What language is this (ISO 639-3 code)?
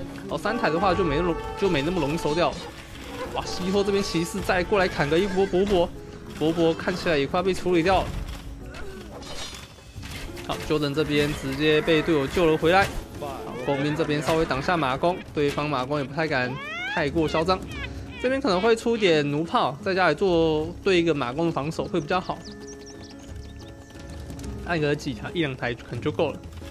zho